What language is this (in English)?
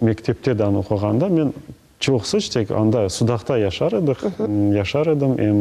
Crimean Tatar